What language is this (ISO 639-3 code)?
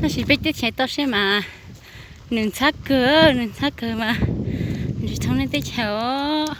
hmn